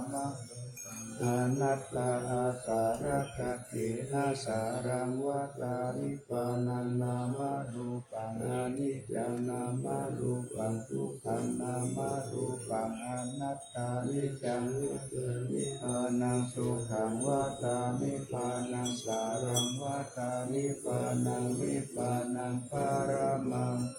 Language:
Pali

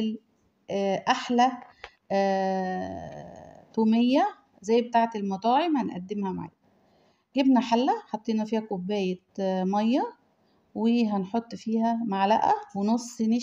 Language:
Egyptian Arabic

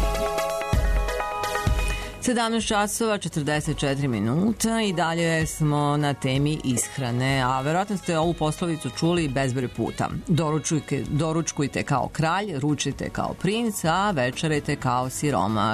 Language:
Serbian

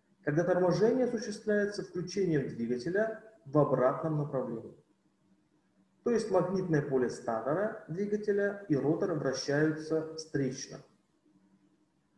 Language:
Russian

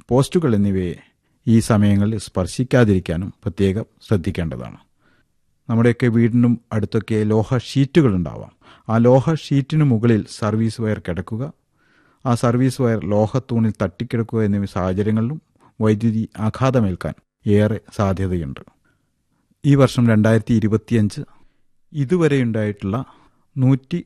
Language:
Malayalam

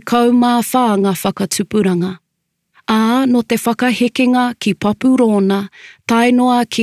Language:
Māori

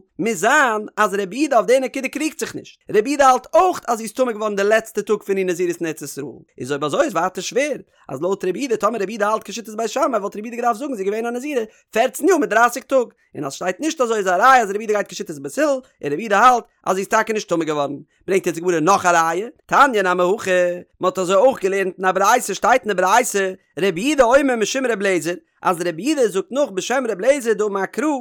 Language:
Yiddish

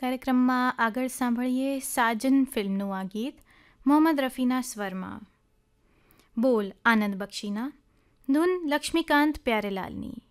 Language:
Gujarati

